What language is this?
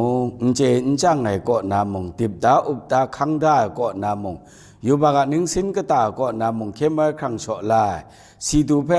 Kachin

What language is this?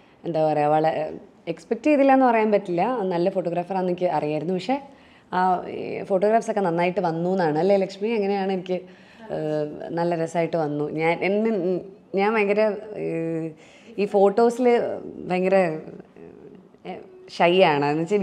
Malayalam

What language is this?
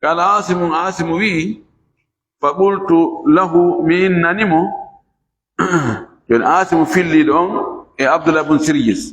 Fula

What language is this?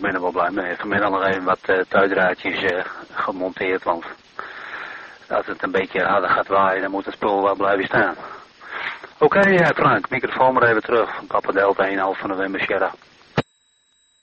Dutch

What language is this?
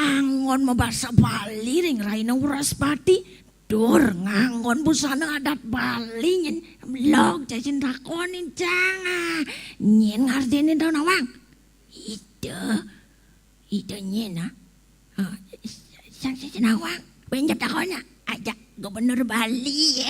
Balinese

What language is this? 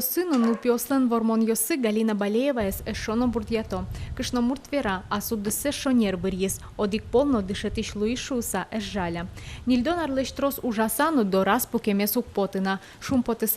Udmurt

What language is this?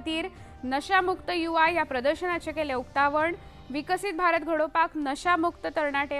Konkani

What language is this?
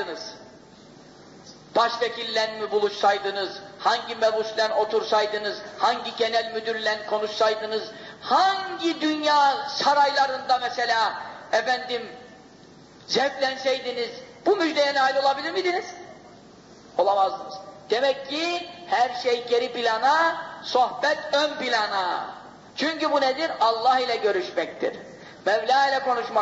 Turkish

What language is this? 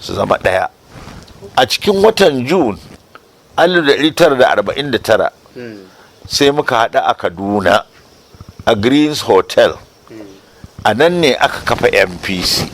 Hausa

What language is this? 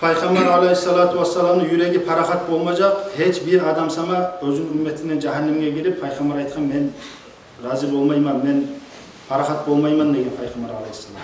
Kumyk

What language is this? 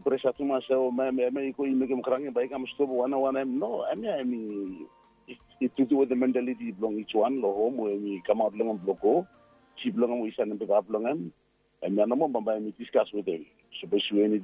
Bislama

